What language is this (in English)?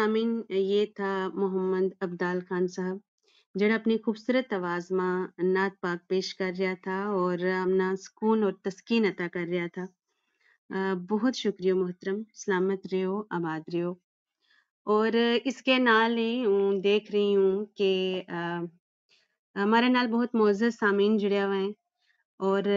Gujari